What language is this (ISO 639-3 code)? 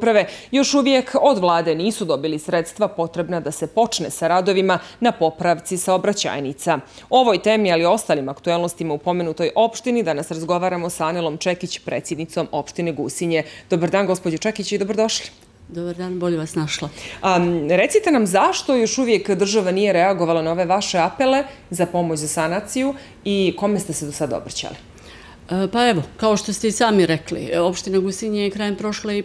srp